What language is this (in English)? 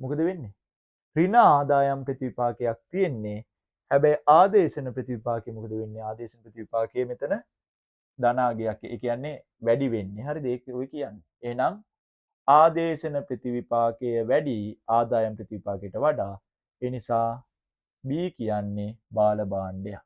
Sinhala